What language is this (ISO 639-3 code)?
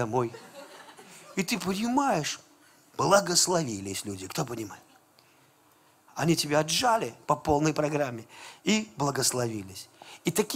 rus